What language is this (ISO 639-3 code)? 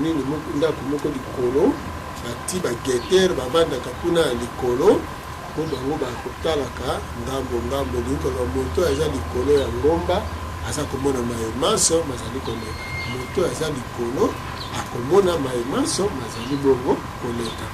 lin